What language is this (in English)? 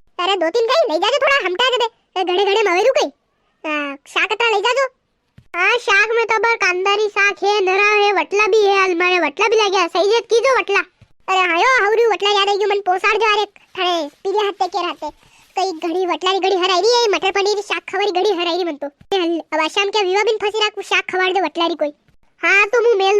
Rajasthani